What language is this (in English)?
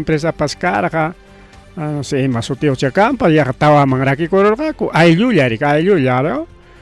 Ayacucho Quechua